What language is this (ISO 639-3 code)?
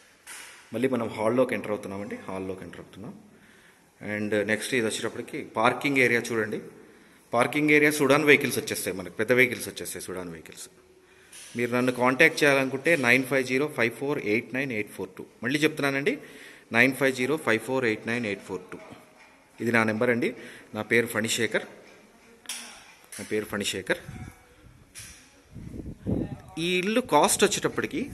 tel